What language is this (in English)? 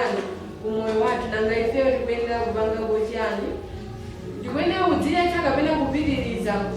Nyanja